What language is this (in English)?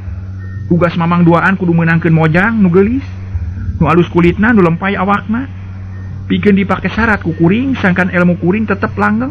Sundanese